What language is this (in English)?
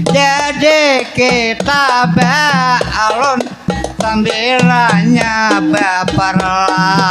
Banjar